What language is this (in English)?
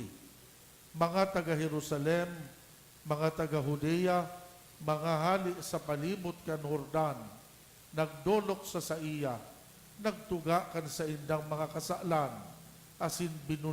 Bikol